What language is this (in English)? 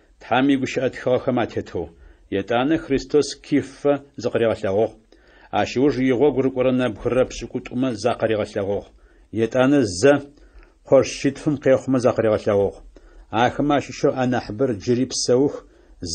Adyghe